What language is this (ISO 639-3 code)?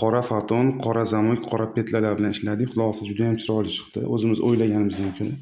uzb